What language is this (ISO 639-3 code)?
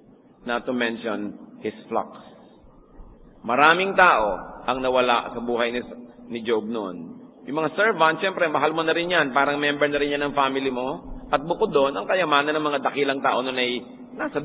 fil